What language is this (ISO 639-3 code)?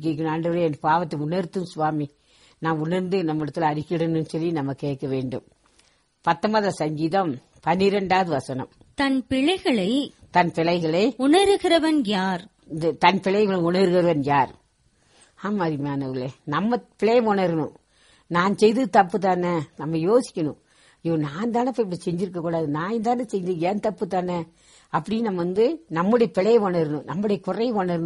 tam